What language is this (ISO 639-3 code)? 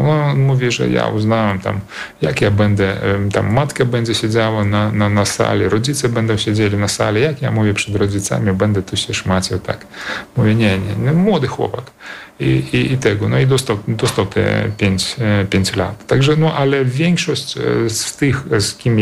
pol